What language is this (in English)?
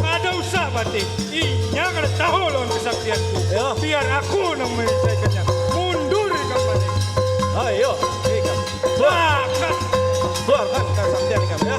Banjar